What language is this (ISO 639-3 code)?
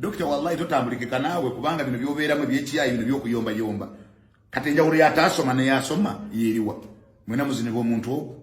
lug